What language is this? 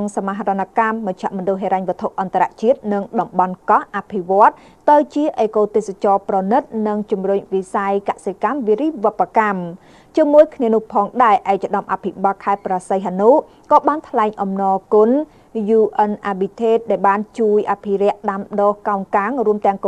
Khmer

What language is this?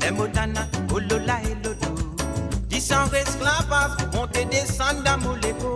Morisyen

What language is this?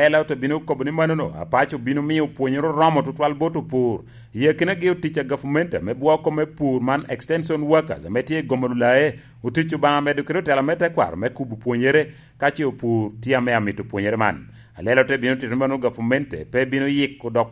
Lango (Uganda)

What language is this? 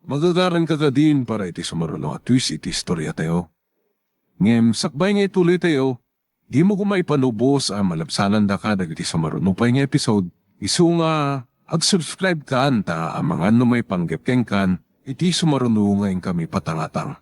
Iloko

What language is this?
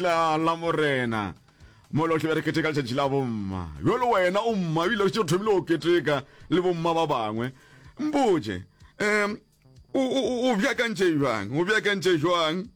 Northern Sotho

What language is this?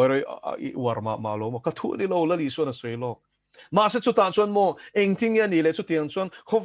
Mizo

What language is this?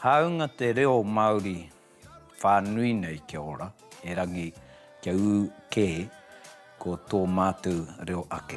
Māori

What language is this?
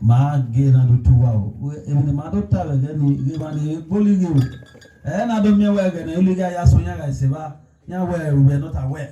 Bini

